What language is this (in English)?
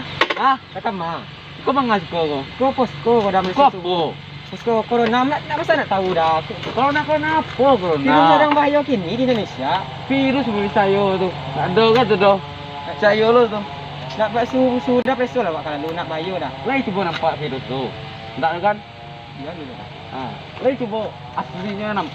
Minangkabau